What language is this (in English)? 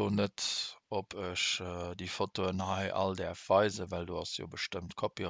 Luxembourgish